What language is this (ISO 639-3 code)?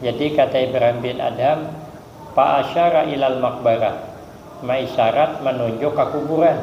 bjn